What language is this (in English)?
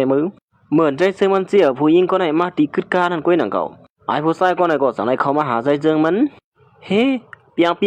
Shan